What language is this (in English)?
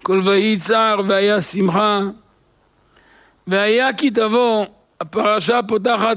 Hebrew